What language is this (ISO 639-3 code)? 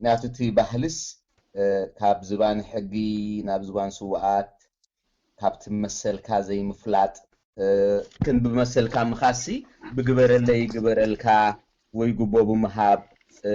tir